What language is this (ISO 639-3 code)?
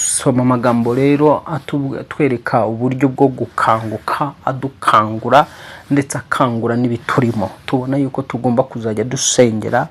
kin